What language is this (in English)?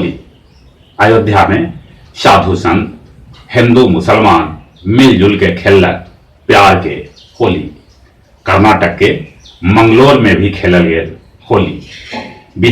Magahi